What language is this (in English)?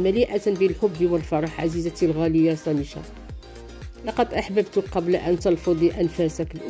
Arabic